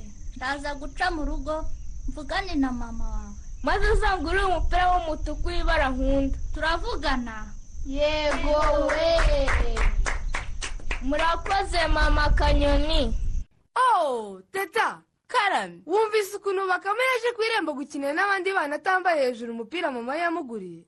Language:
Kinyarwanda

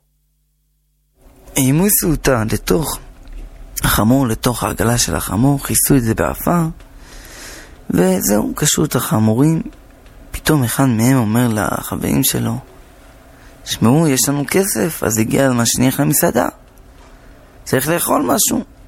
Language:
Hebrew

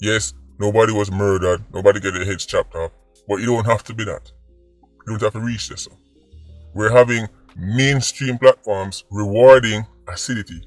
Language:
Jamaican Creole English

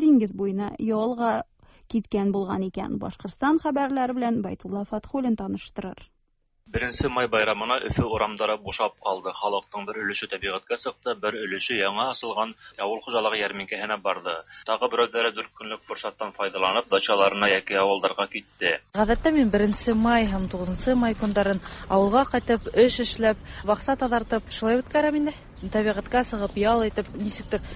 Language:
Tatar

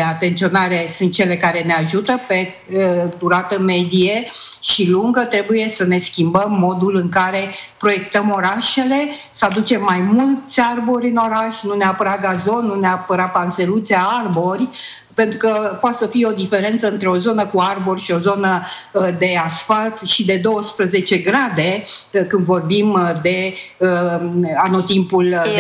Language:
Romanian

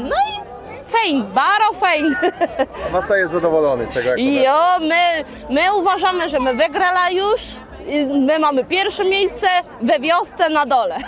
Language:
Kashubian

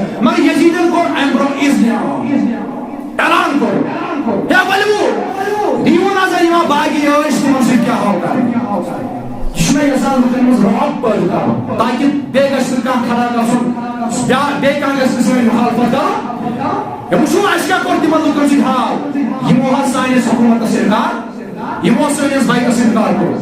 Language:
Kashmiri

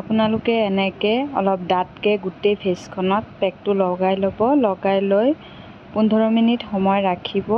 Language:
Assamese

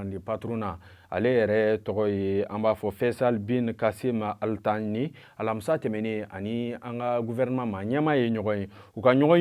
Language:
Bambara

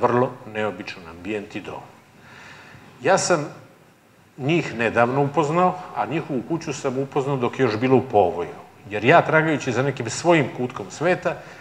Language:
Serbian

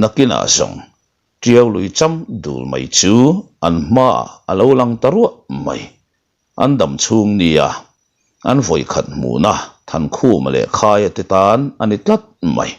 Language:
Mizo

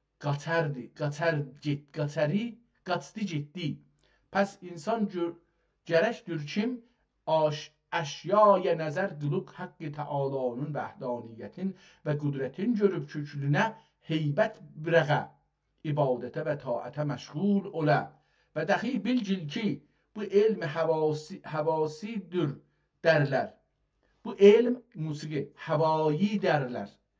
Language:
South Azerbaijani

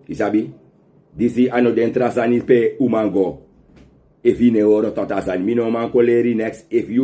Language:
Sranan Tongo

